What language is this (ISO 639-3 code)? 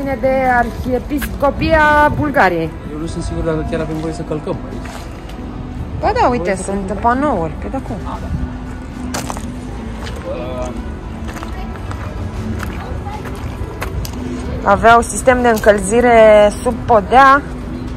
ron